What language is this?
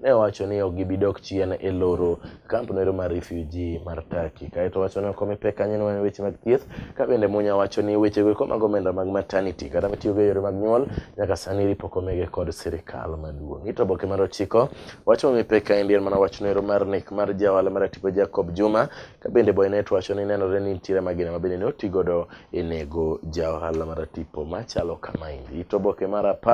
Luo (Kenya and Tanzania)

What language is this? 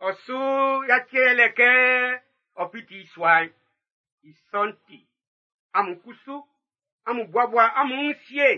Baoulé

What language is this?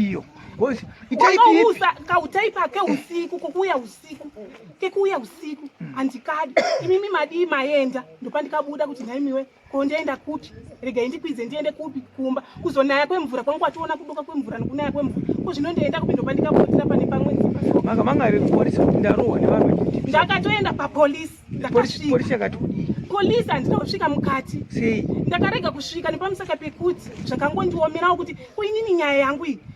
Shona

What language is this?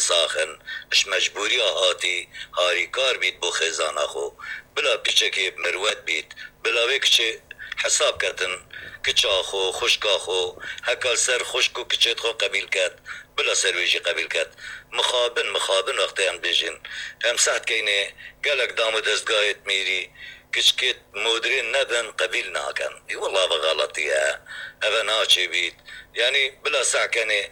Kurdish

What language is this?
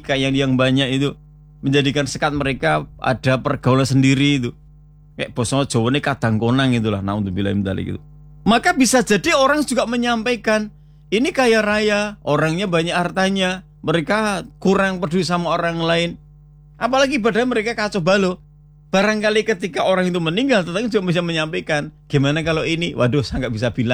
Indonesian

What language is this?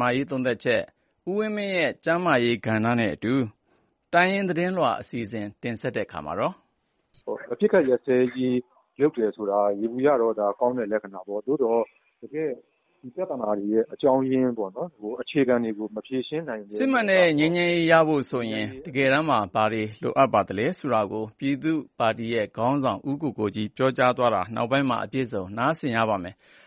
Burmese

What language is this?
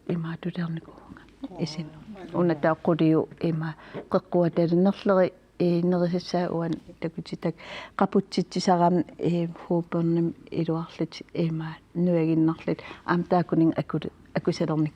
Kalaallisut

